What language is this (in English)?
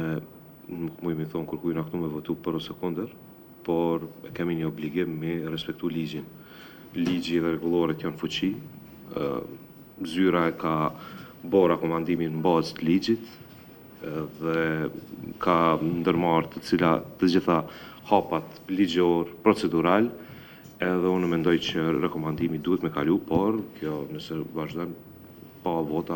Albanian